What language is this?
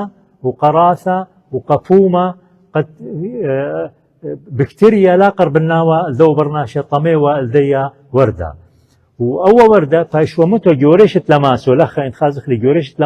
Assyrian Neo-Aramaic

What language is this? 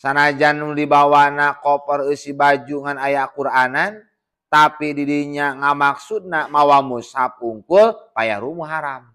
Sundanese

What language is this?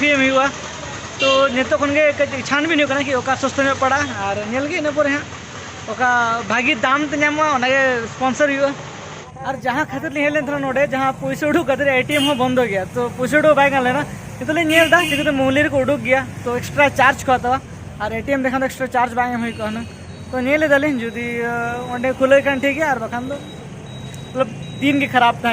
Santali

